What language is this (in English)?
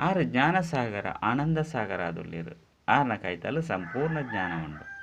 Tulu